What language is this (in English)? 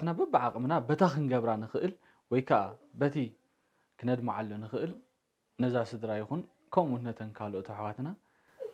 Tigrinya